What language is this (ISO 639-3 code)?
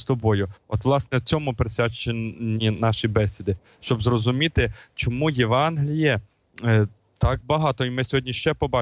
ukr